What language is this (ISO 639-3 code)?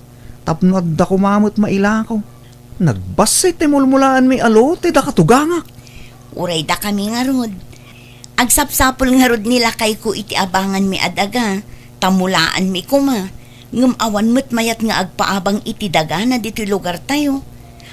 ilo